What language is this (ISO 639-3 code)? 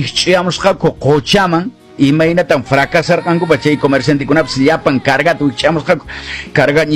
que